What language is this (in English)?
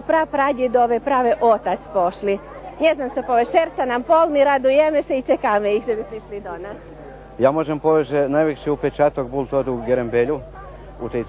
Slovak